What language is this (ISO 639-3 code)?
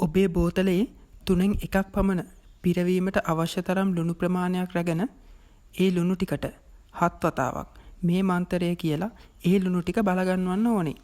sin